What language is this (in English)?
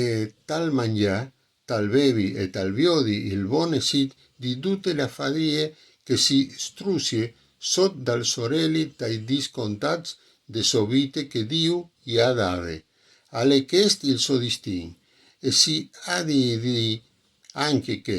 Friulian